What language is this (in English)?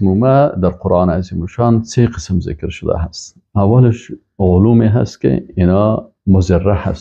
Persian